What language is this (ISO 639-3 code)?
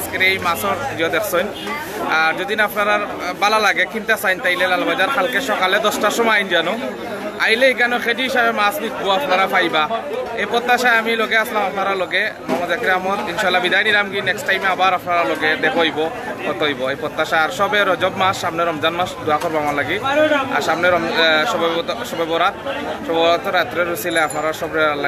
syl